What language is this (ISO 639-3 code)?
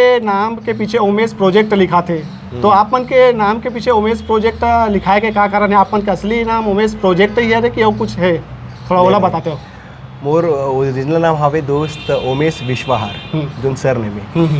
hne